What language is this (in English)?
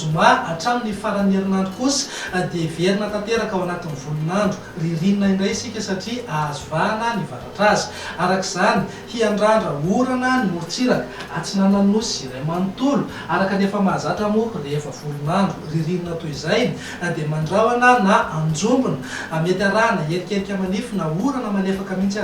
Malagasy